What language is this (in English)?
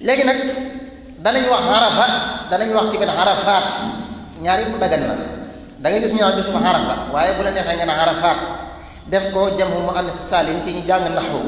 Wolof